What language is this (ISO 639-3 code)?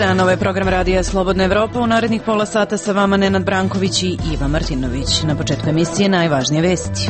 srp